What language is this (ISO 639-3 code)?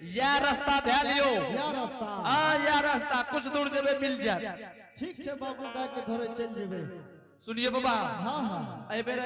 anp